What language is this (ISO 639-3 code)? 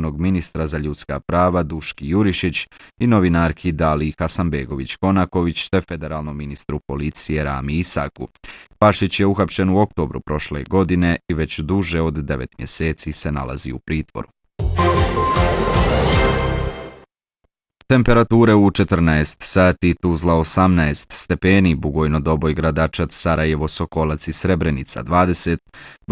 bos